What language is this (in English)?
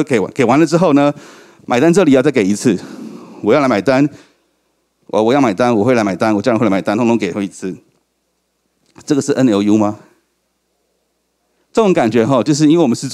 Chinese